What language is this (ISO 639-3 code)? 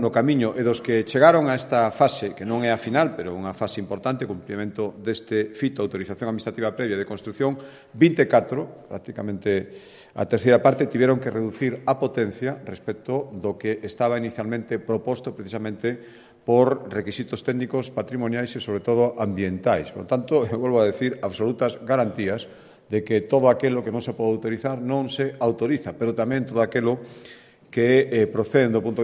glg